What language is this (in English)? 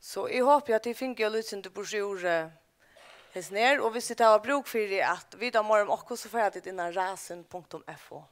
Faroese